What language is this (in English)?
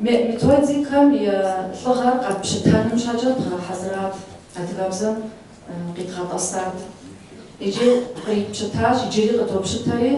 Kabardian